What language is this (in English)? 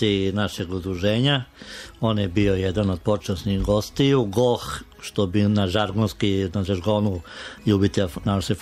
Serbian